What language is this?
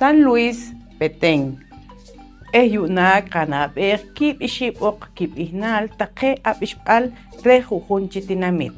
Poqomchi'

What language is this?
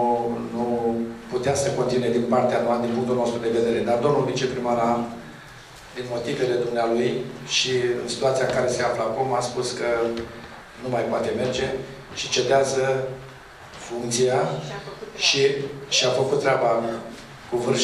Romanian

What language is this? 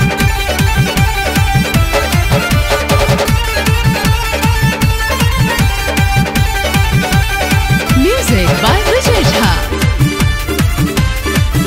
Bhojpuri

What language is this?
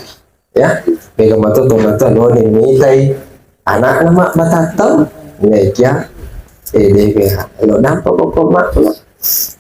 Buginese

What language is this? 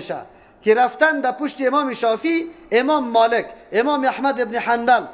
Persian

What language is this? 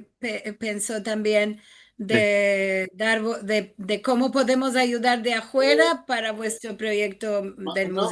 Ladino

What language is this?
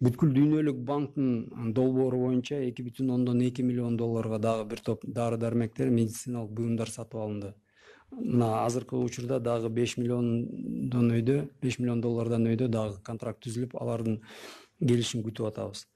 Kyrgyz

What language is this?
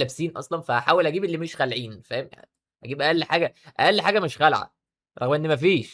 Egyptian Arabic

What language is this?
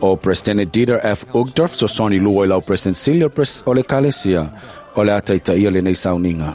Samoan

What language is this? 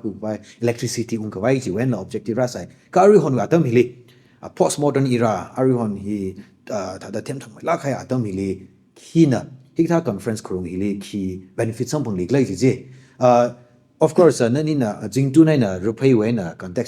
Tangkhul Naga (India)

